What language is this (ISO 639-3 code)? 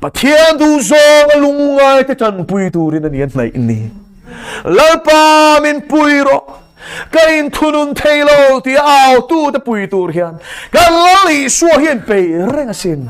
lus